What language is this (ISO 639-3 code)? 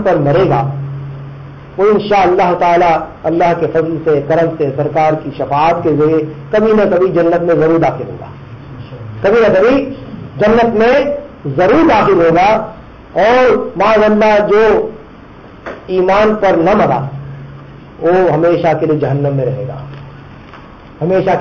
urd